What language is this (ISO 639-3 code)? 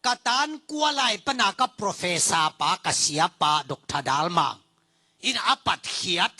ctd